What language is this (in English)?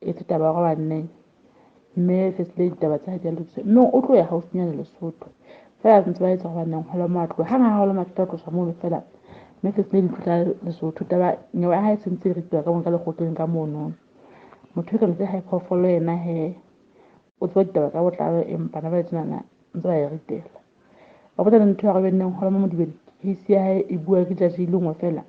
Southern Sotho